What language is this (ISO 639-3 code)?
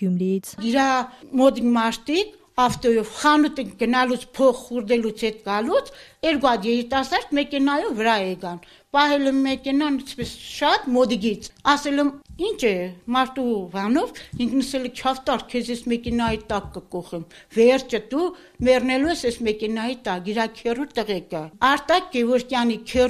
hye